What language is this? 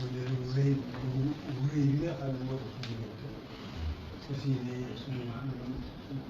Wolof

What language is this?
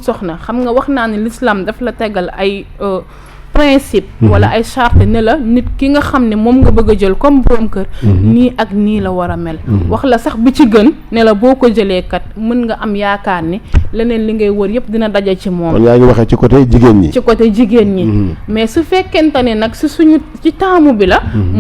Wolof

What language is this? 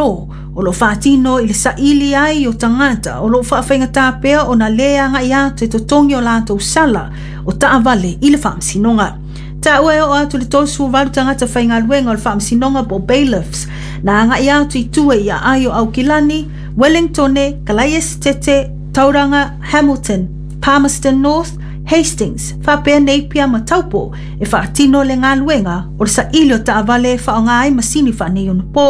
Samoan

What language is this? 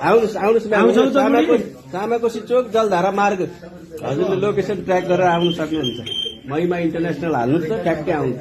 Nepali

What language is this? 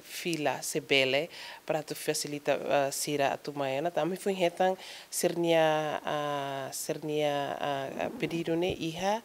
Tetum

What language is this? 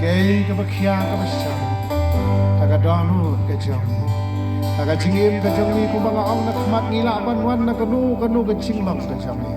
Khasi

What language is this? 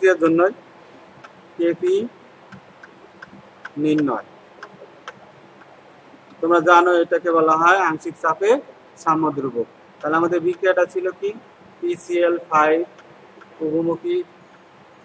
Bangla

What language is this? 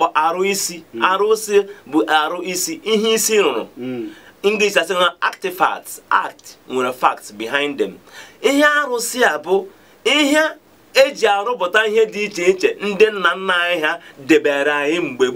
Igbo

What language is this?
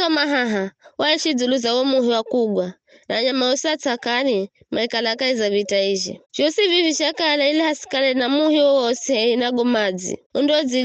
Giryama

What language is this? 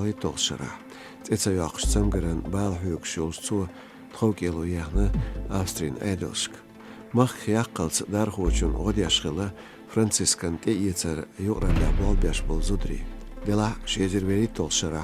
Chechen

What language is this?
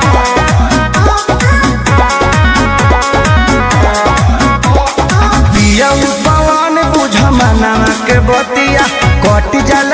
Bhojpuri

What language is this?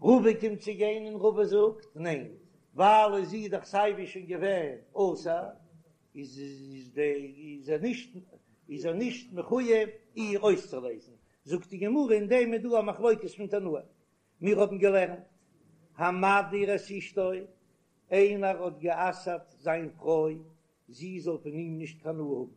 Yiddish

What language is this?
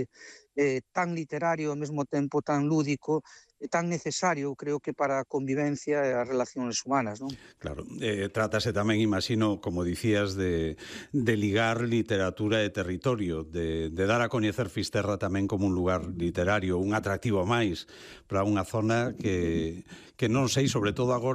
Galician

